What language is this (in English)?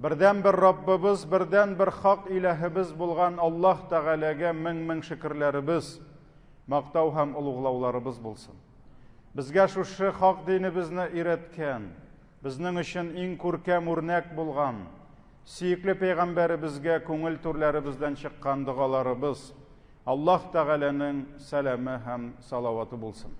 Tatar